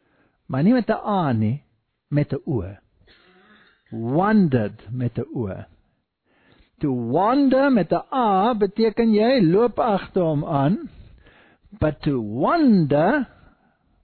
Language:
Afrikaans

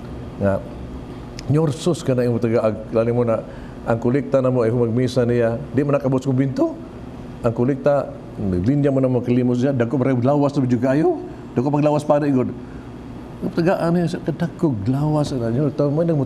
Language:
Cebuano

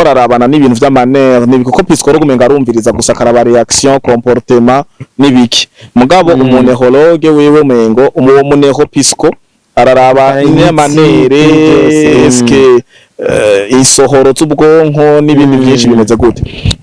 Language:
Rundi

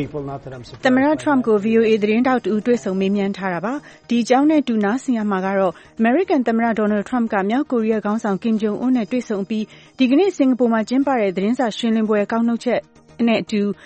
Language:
Burmese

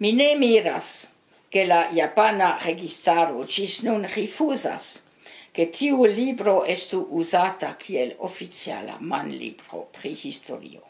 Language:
Esperanto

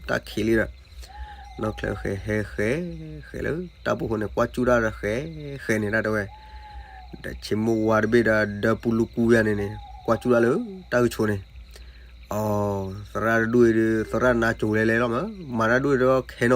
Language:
S'gaw Karen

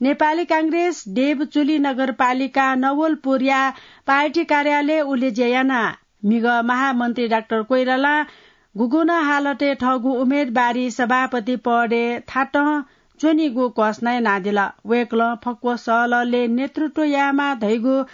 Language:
Newari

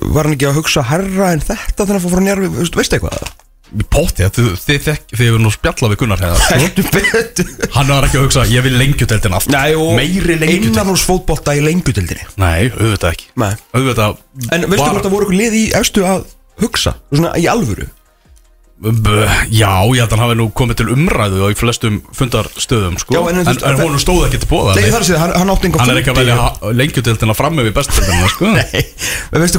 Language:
Icelandic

